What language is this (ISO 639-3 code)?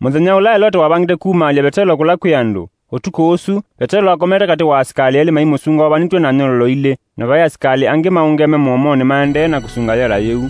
kam